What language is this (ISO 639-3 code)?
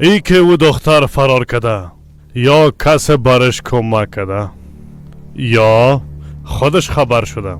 fas